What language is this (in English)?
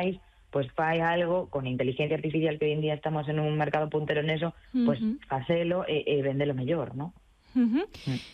Galician